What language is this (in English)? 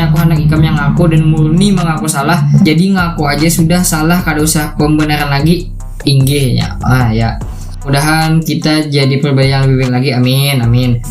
Banjar